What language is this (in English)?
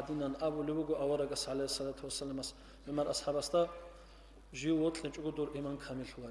Avaric